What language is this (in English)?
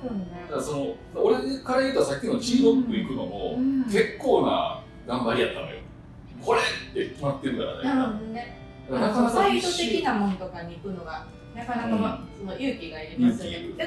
Japanese